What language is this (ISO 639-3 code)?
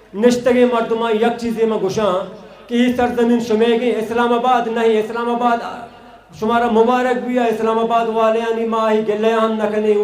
bal